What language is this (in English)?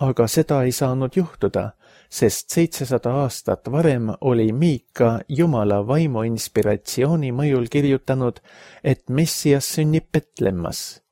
Estonian